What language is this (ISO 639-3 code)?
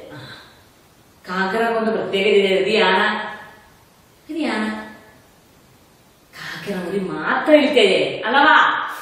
mal